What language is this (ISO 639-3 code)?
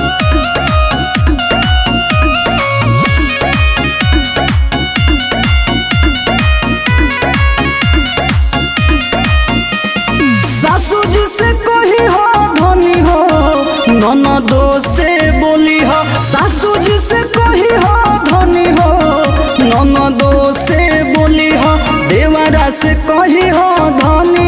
bho